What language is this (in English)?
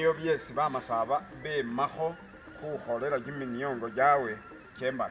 Masaaba